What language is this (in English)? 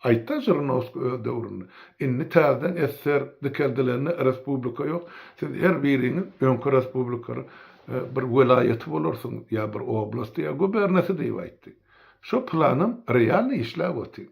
Turkmen